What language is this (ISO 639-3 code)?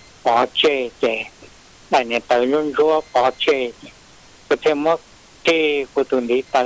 hmn